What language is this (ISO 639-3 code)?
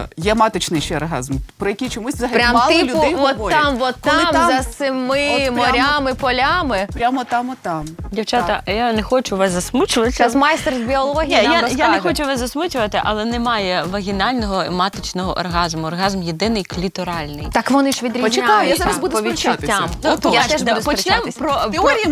ukr